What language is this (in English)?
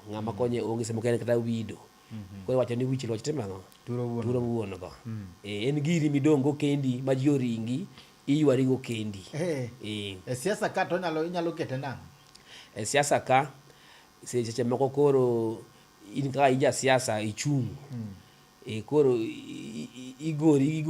Luo (Kenya and Tanzania)